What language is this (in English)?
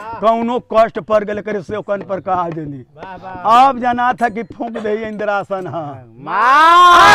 Bhojpuri